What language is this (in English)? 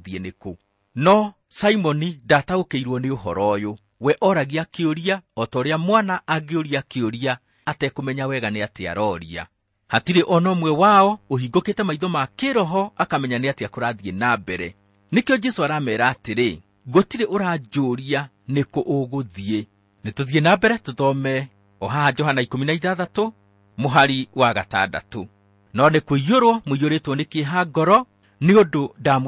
Kikuyu